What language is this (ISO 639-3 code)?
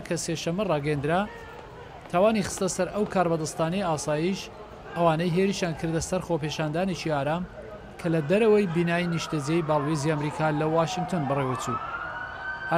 ckb